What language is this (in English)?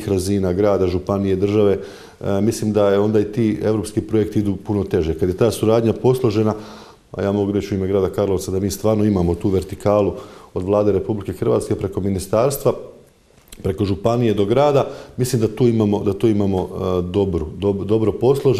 Croatian